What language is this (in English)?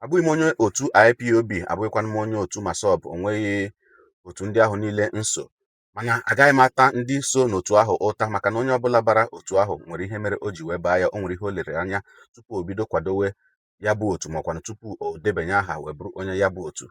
Igbo